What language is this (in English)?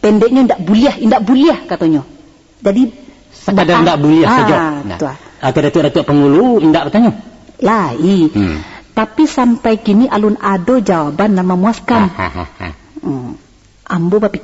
Minangkabau